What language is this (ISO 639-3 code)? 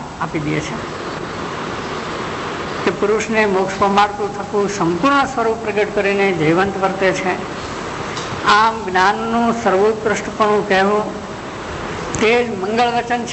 guj